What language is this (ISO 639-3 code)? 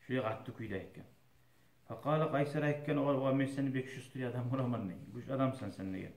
kum